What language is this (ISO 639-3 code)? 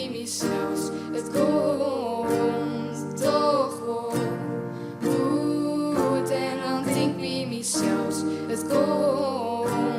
fry